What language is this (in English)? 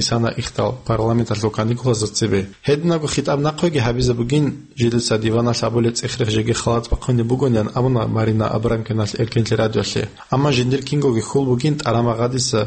Avaric